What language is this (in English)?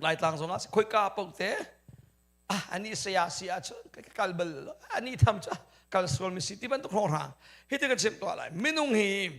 Hakha Chin